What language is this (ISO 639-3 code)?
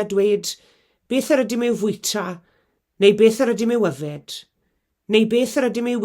cym